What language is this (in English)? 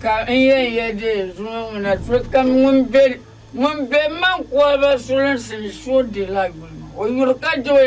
Dagbani